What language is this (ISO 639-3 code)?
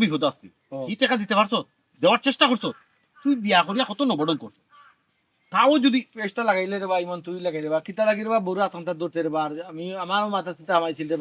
syl